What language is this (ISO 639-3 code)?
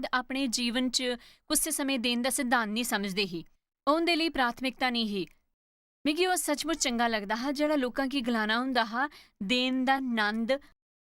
doi